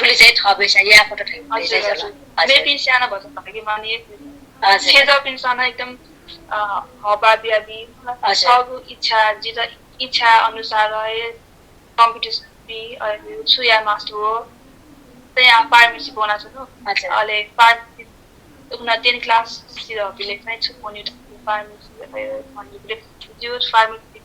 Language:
Newari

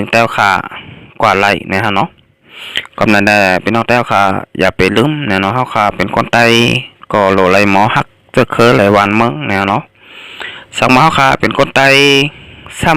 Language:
Shan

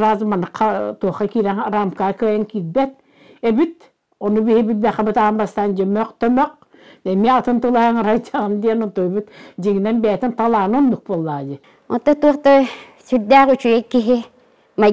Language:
Yakut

